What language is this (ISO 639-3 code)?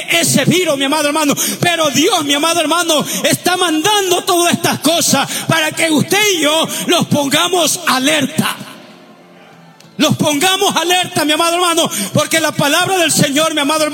spa